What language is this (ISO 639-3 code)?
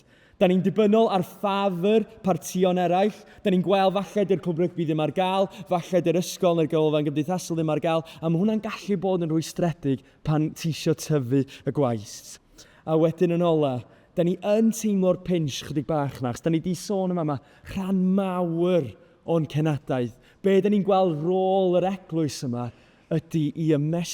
cym